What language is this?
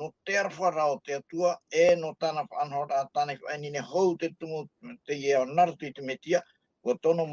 Tahitian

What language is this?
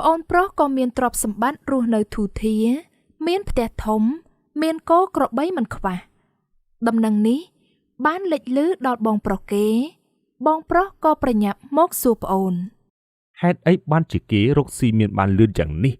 Khmer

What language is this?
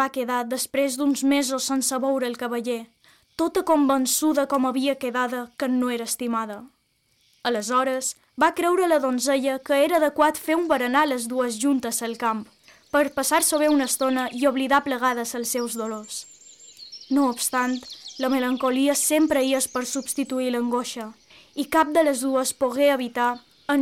Catalan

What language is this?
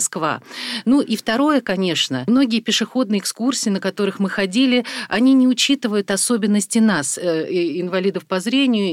Russian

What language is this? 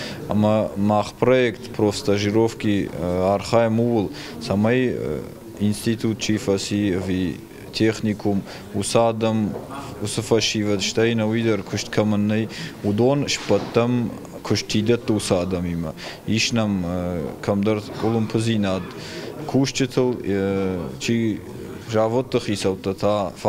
Ossetic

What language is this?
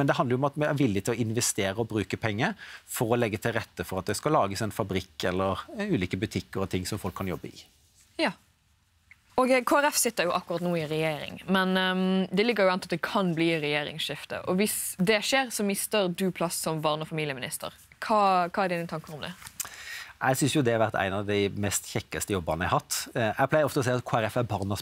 Norwegian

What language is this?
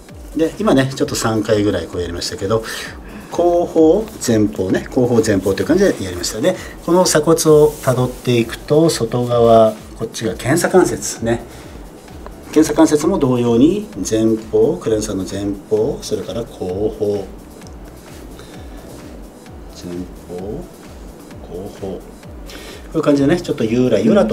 Japanese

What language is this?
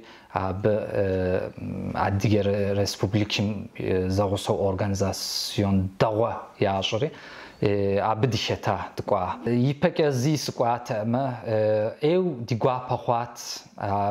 Kabardian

